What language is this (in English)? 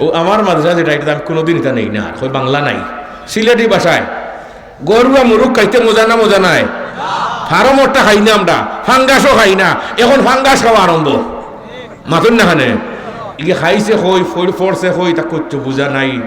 Sylheti